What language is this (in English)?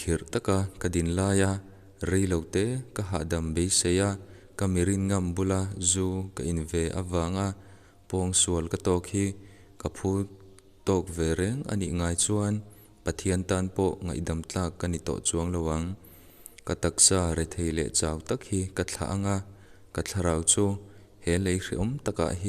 Mizo